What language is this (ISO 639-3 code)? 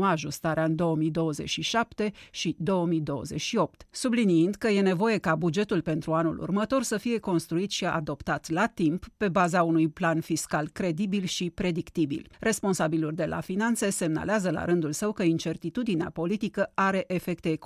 ron